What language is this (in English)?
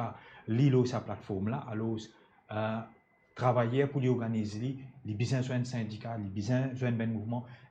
Morisyen